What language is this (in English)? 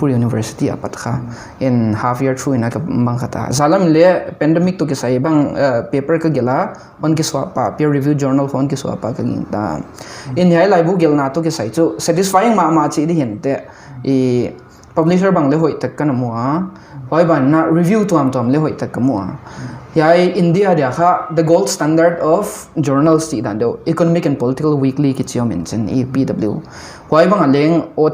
Paite Chin